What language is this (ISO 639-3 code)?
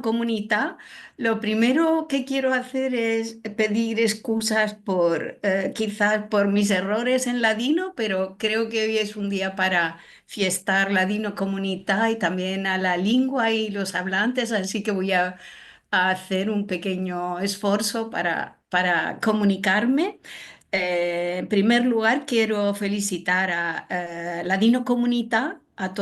lad